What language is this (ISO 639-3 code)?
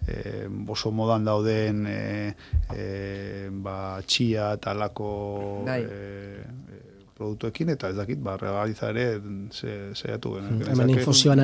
eus